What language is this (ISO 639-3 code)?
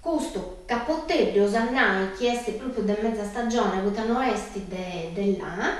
srd